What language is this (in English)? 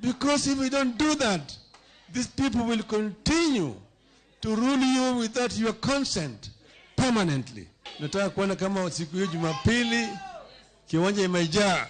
Luo (Kenya and Tanzania)